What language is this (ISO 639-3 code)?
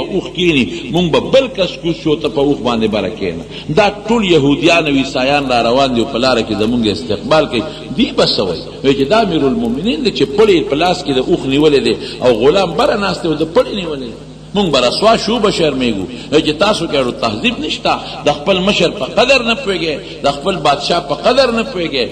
pus